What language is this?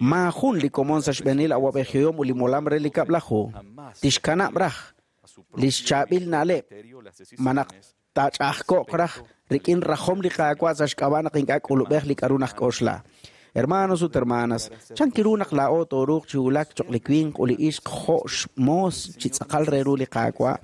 Kekchí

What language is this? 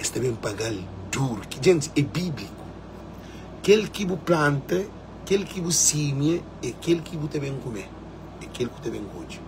Kabuverdianu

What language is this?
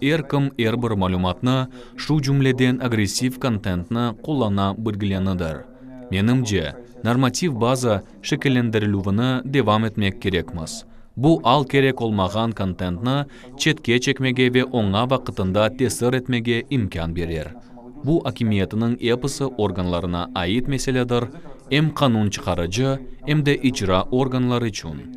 Crimean Tatar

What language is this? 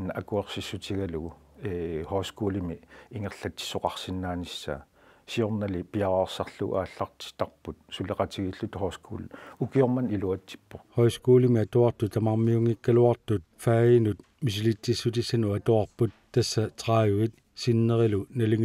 Kalaallisut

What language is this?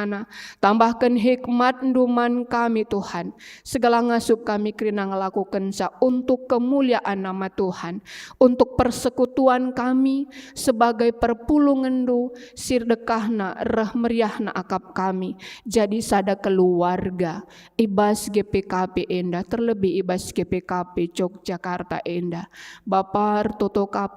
Batak Karo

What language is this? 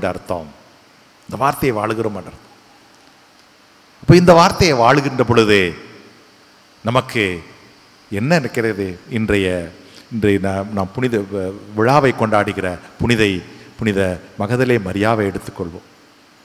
Tamil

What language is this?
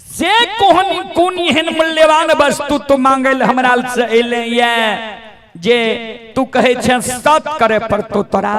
Maithili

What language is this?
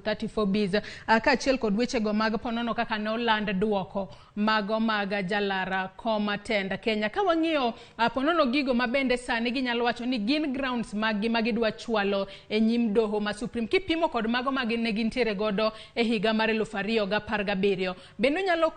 Luo (Kenya and Tanzania)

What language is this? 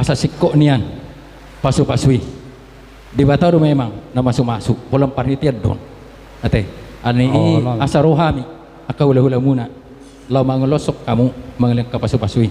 Batak Toba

